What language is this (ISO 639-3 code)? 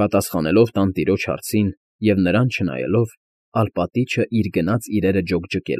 hye